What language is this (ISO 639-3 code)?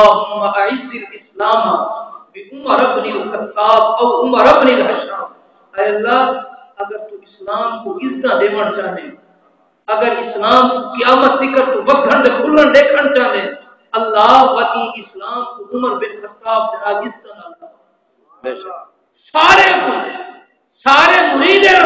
skr